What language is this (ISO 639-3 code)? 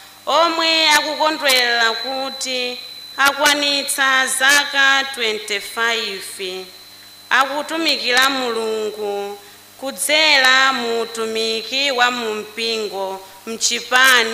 nya